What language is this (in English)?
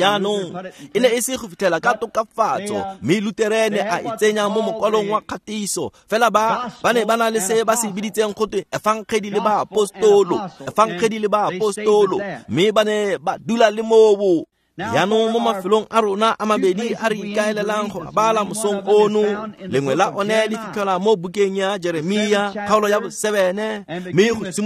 Tswana